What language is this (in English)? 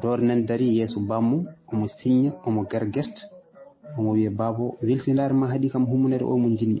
Fula